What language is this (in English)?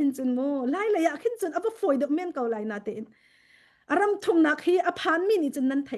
Hakha Chin